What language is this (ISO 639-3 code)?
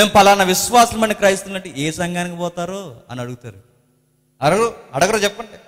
tel